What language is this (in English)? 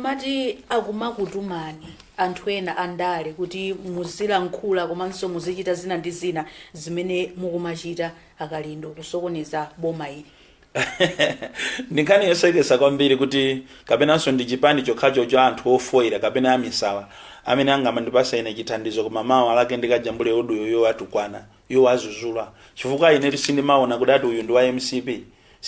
Nyanja